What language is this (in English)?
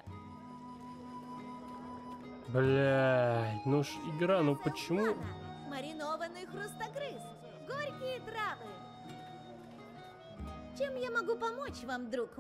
Russian